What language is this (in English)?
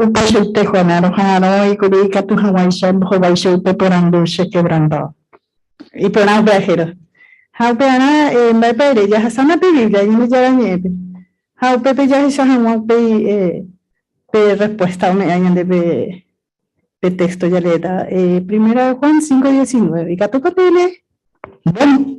Guarani